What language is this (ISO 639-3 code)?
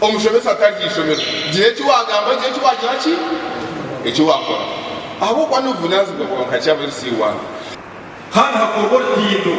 nyn